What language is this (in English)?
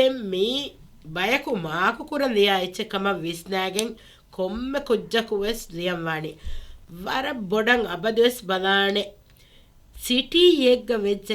Divehi